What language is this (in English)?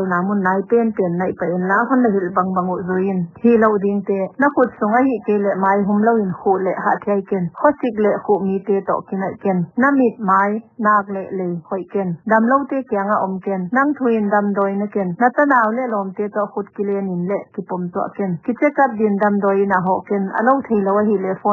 Paite Chin